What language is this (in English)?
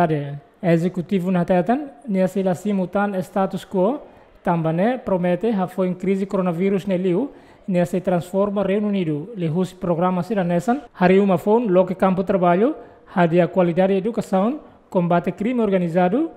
Tetum